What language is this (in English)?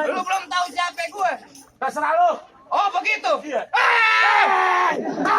Betawi